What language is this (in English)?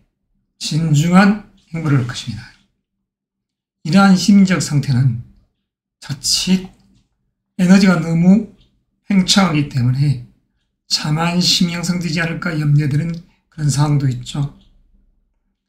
Korean